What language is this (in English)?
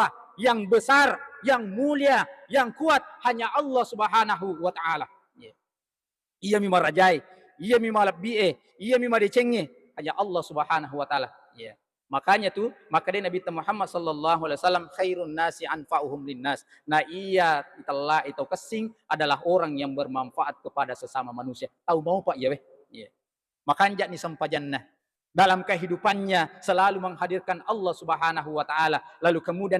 Buginese